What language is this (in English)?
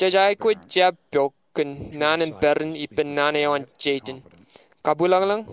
Marshallese